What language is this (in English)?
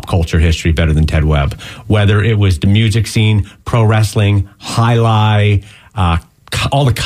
English